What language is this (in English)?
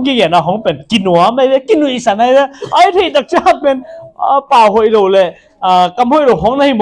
Tedim Chin